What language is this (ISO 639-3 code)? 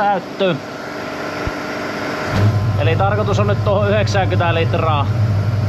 fin